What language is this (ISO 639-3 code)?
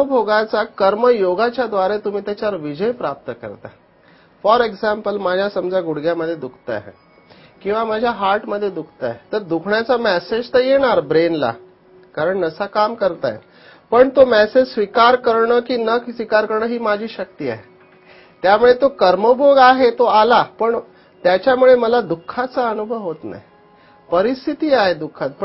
mar